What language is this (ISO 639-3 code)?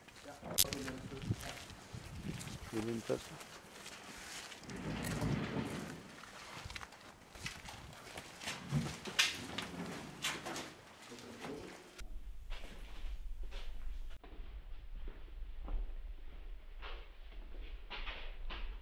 dan